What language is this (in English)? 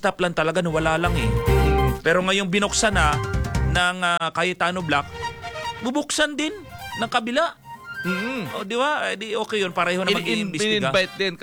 Filipino